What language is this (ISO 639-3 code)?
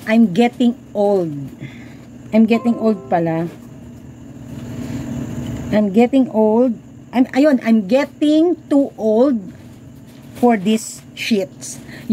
fil